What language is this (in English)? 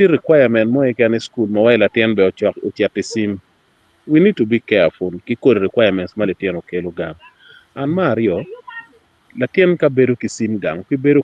Acoli